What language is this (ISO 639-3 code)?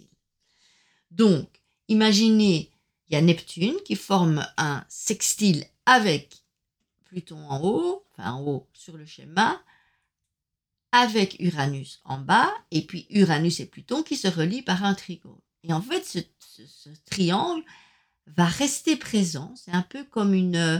fra